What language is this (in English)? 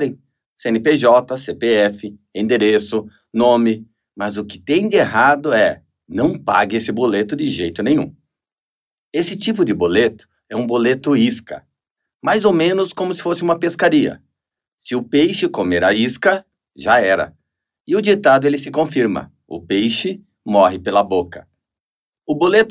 Portuguese